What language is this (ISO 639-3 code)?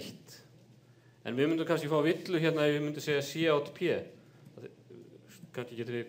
isl